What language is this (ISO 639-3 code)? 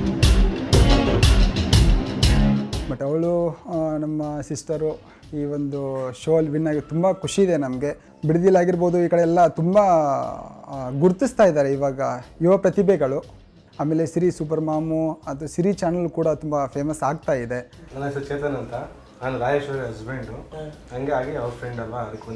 kan